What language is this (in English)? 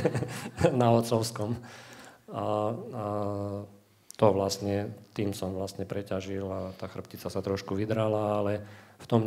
Slovak